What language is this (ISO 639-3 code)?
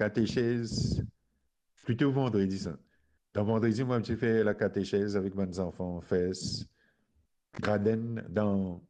mfe